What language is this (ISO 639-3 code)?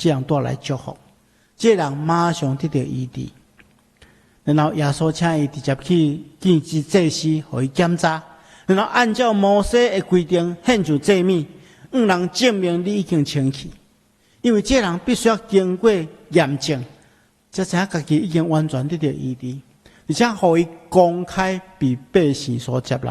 nan